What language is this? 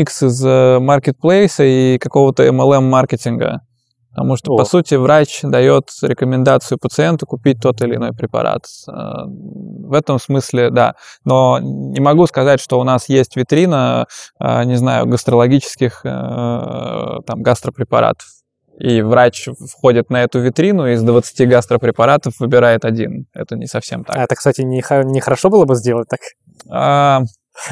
Russian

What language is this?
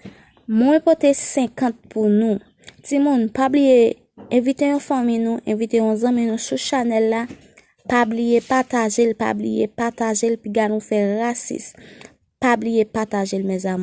Haitian Creole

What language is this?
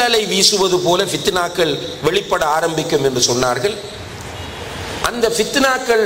Tamil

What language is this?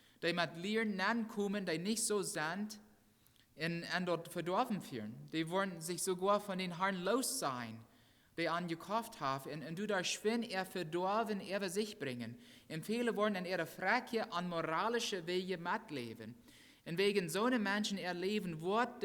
Plautdietsch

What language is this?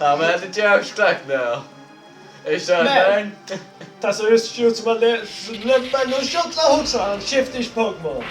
Faroese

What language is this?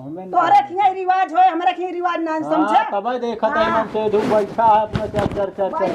Awadhi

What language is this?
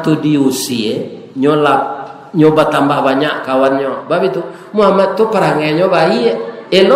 Minangkabau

